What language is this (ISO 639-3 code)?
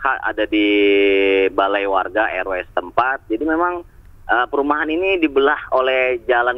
ind